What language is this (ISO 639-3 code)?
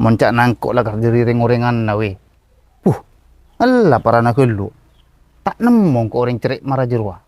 mad